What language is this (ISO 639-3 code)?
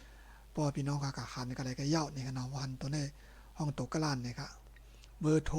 shn